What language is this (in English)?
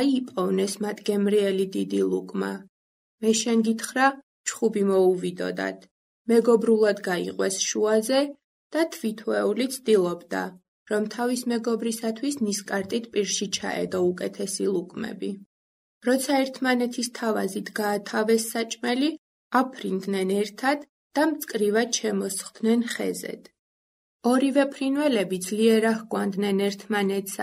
Georgian